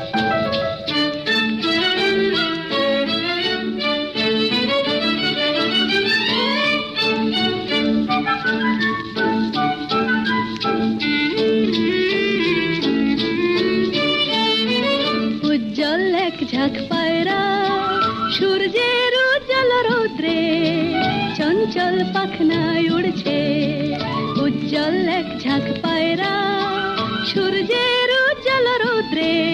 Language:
Bangla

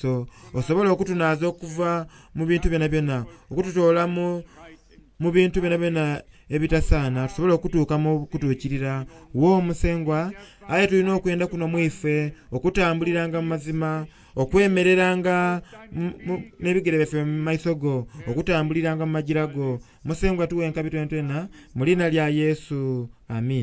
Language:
Soga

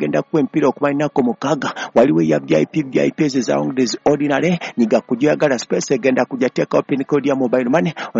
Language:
Ganda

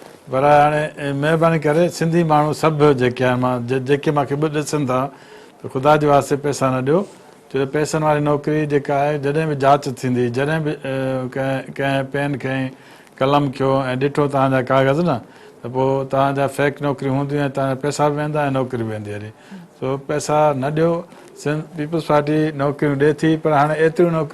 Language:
Sindhi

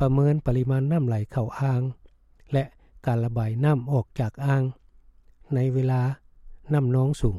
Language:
Lao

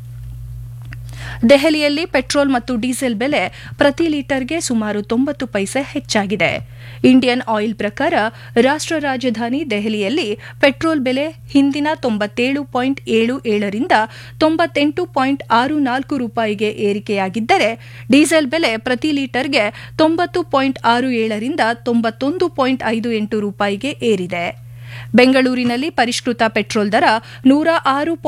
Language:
Kannada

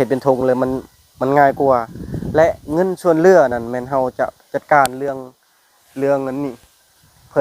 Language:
Lao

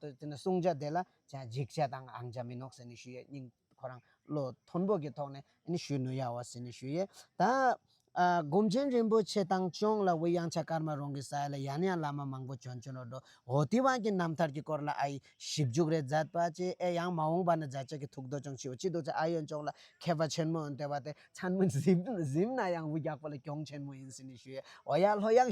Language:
Tibetan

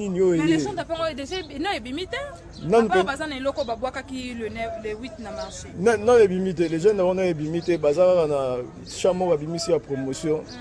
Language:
Lingala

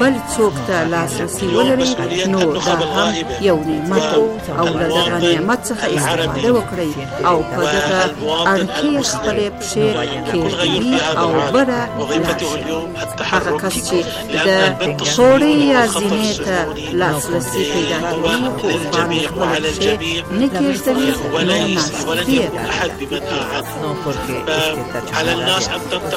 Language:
Arabic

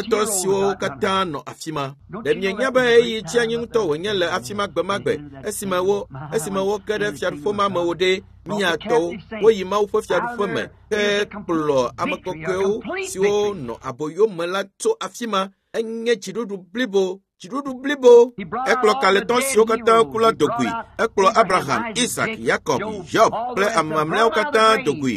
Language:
Ewe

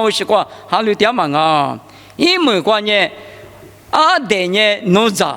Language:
Lisu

